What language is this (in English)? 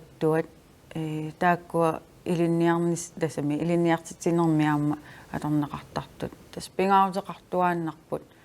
Kalaallisut